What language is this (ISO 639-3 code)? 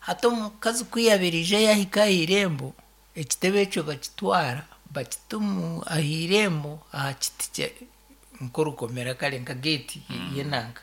nyn